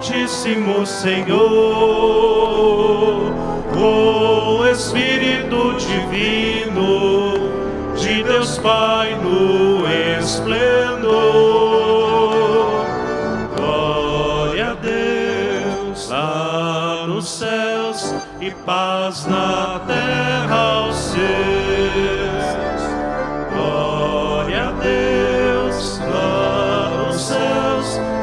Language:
Portuguese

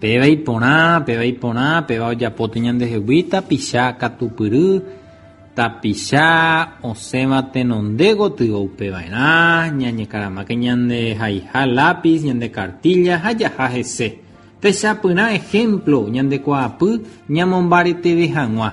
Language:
Guarani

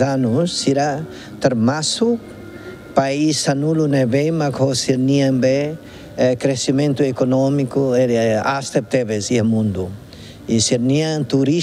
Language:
Tetum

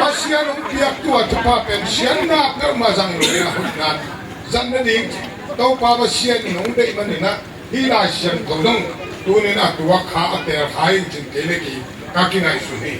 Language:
Tedim Chin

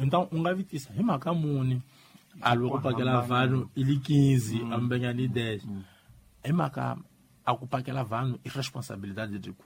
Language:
Tsonga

